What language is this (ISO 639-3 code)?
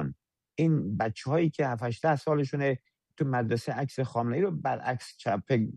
fas